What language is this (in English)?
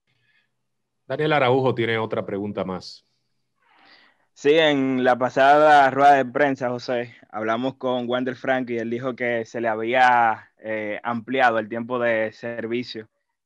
Spanish